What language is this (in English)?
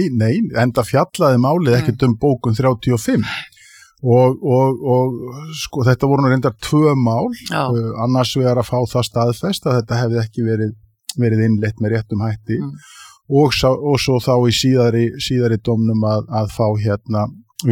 Icelandic